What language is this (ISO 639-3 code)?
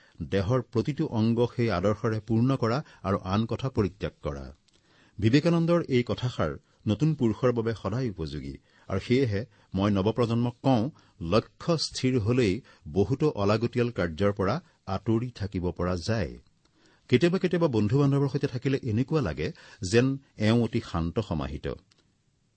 asm